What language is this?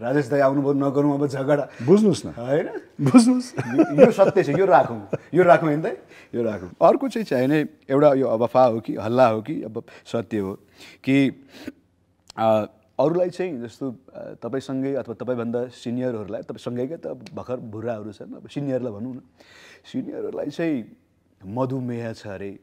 Nepali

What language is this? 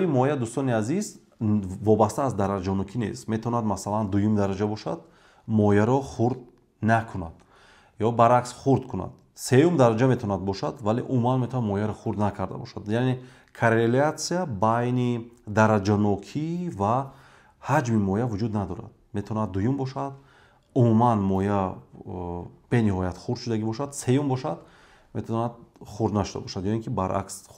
Tajik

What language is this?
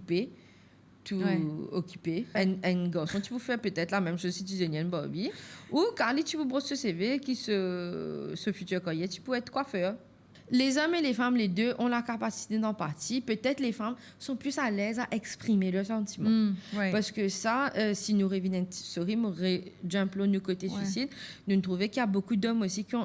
Morisyen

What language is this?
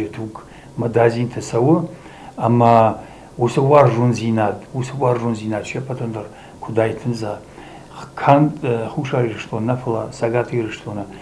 Ossetic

